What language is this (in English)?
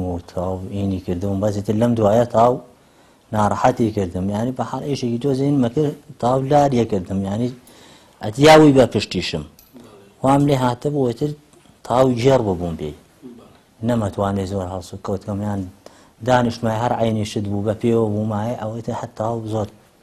Central Kurdish